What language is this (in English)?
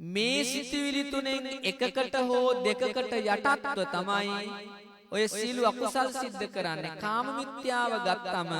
Sinhala